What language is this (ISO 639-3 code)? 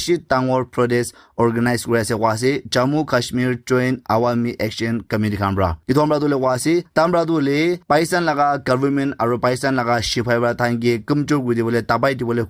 nag